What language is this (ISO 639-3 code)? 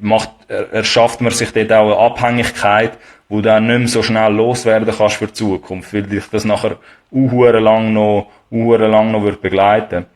gsw